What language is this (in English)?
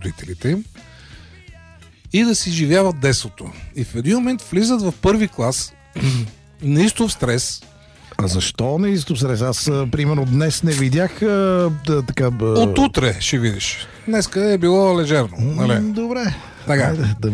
Bulgarian